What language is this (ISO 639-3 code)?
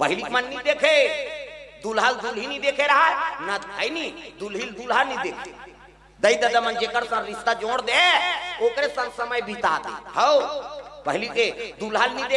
hne